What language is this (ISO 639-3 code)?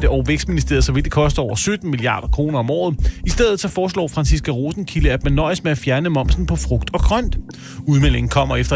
dan